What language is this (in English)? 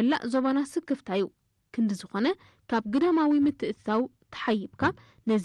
Tigrinya